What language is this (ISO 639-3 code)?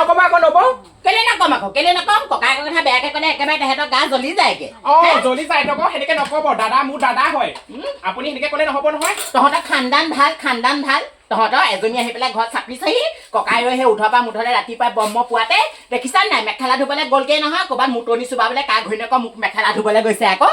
asm